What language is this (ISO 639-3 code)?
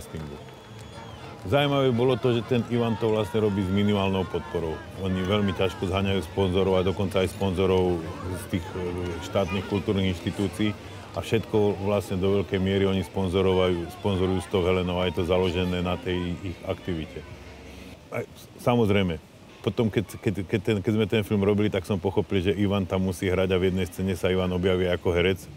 slk